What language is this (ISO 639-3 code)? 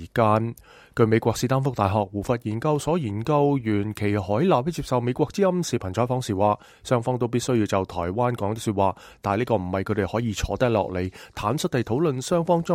yue